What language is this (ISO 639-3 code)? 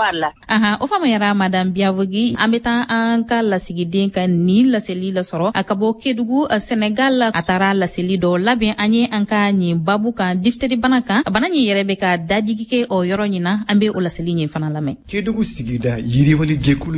bam